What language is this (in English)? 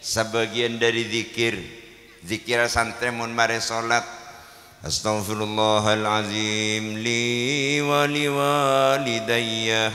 Madurese